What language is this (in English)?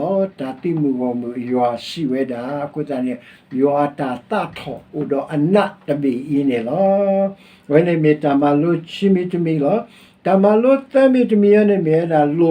S'gaw Karen